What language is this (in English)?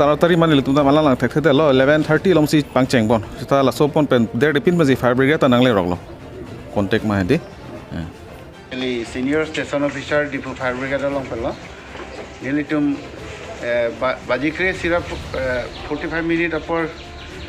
Karbi